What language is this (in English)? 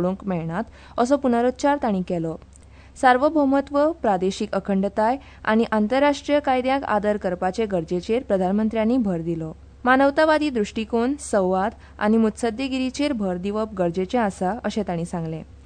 Konkani